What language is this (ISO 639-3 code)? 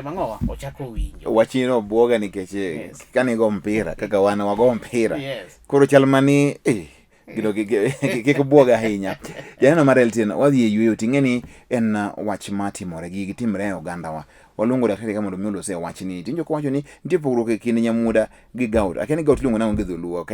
luo